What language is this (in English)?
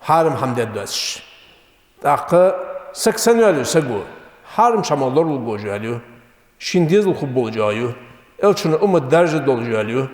Ingush